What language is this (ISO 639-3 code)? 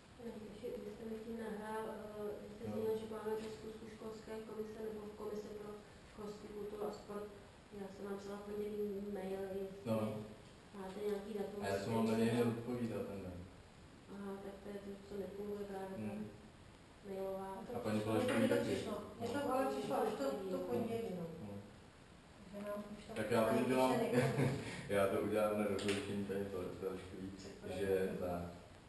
ces